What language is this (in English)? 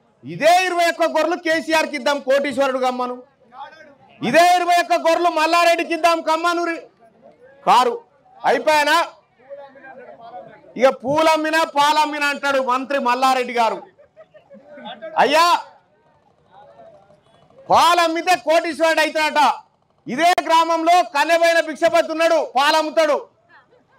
Telugu